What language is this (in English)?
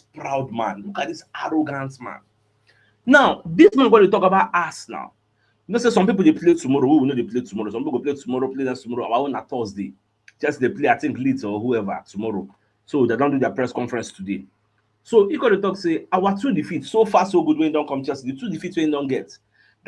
Nigerian Pidgin